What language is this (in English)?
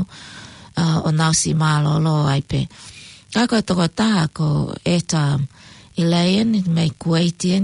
Tongan